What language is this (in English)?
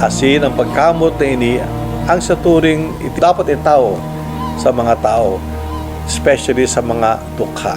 Bikol